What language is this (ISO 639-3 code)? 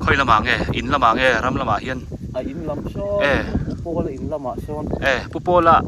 biu